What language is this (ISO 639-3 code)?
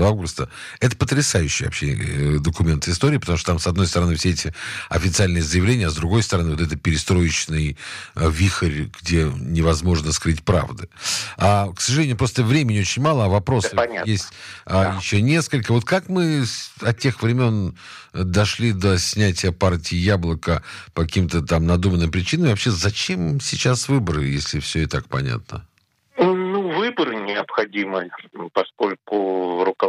rus